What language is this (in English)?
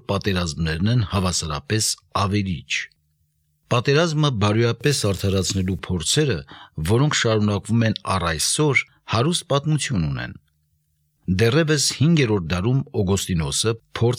Armenian